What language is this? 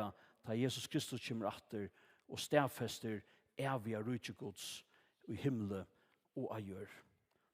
Faroese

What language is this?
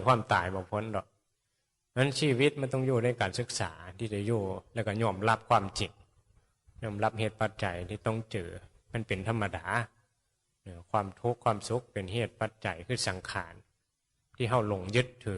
Northeastern Thai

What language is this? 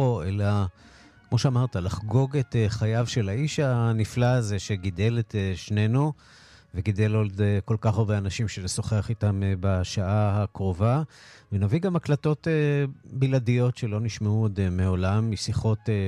Hebrew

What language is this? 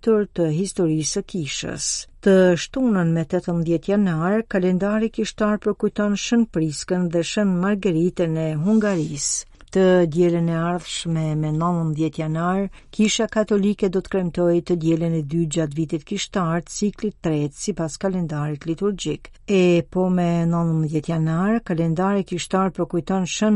Albanian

